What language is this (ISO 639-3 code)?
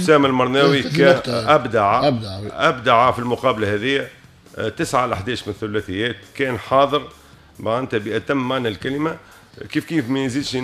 aeb